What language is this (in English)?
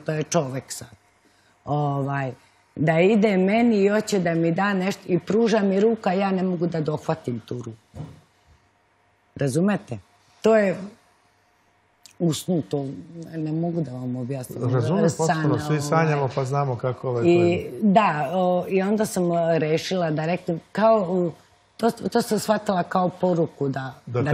Serbian